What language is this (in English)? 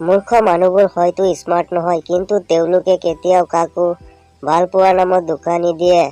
Assamese